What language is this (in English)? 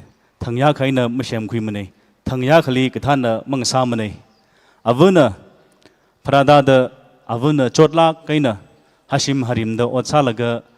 Tangkhul Naga (India)